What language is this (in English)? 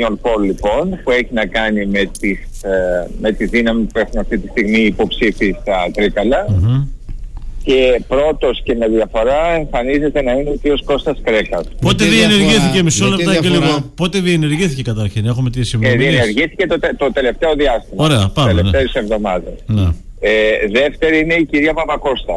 Greek